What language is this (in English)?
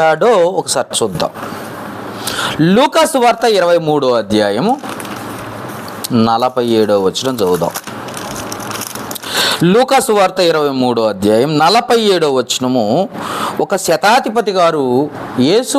Telugu